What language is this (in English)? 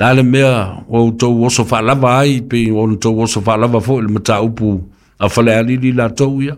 Samoan